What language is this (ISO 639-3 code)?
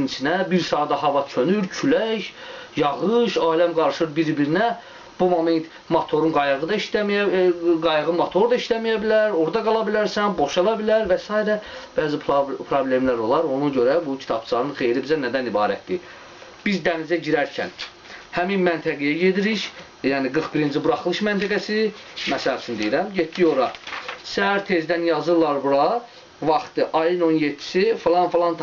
aze